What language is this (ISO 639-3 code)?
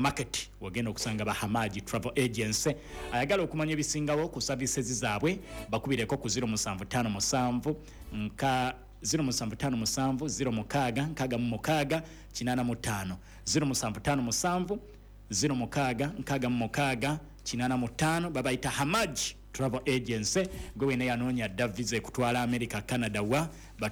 lug